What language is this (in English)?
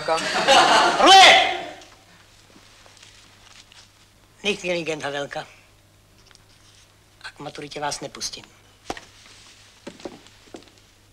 Czech